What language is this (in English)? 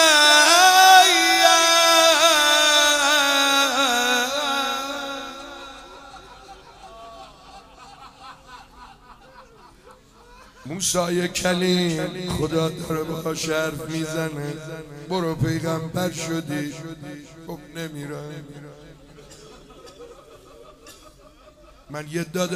Persian